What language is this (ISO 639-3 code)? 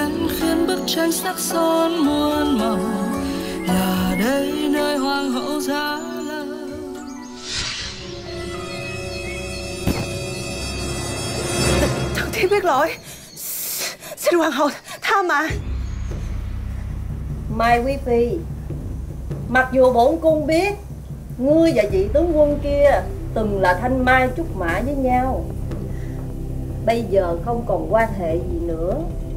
vie